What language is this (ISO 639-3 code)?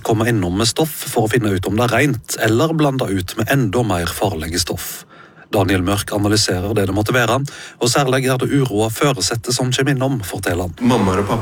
nor